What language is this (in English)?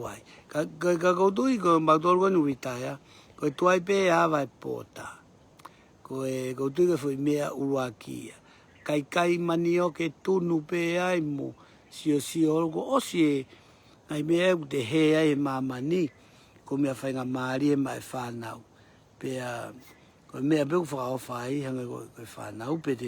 Tongan